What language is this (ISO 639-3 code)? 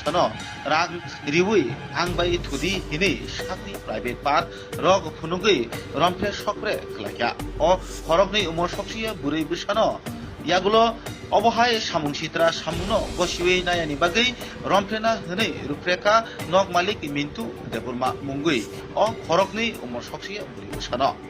trp